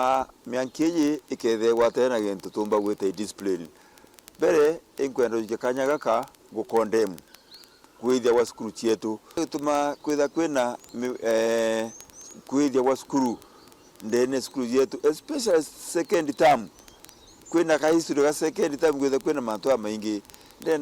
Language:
Meru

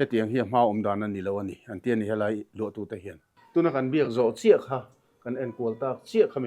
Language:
Mizo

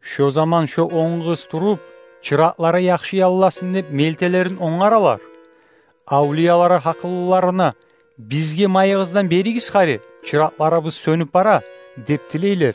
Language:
Kumyk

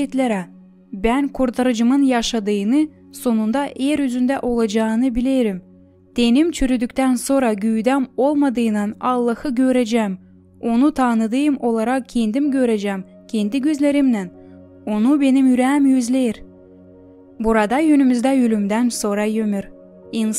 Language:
Gagauz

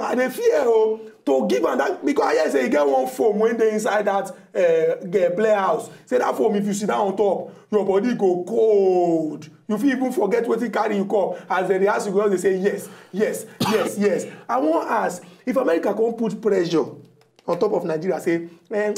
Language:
Nigerian Pidgin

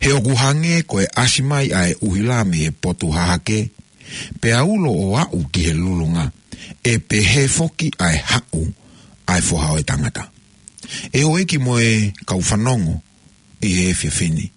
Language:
Tongan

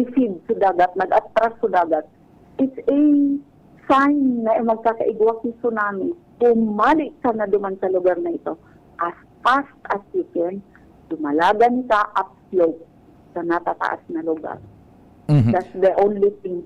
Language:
Bikol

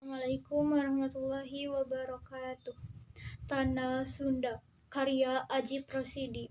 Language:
Sundanese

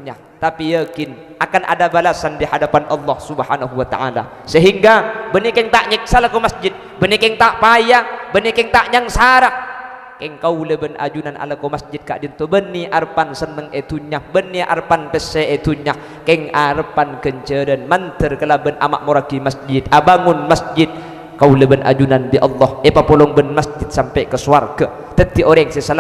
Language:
Madurese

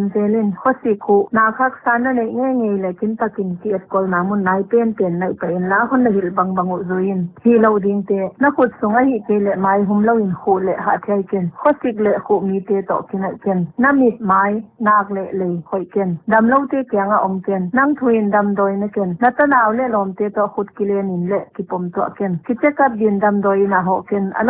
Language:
Paite Chin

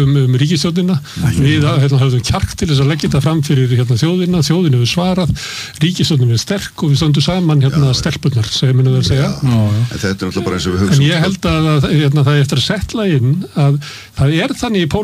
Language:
Icelandic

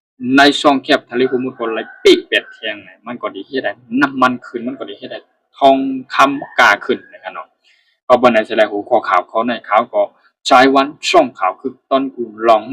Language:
Shan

